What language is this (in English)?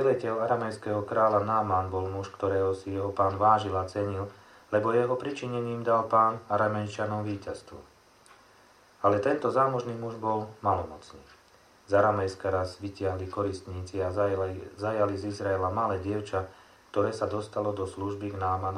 Slovak